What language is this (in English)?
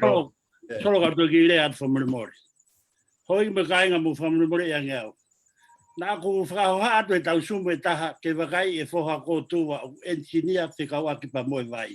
Tongan